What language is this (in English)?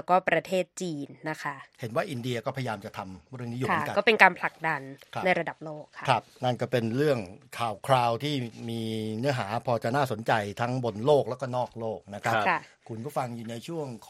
Thai